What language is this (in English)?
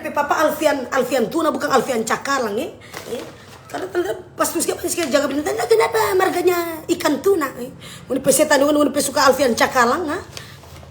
Manado Malay